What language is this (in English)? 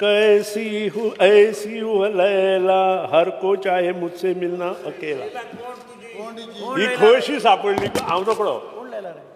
Konkani